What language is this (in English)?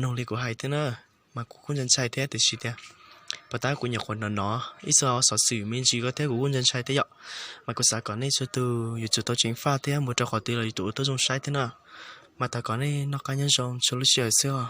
Hmong